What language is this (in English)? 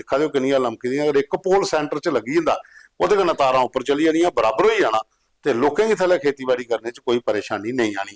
Dogri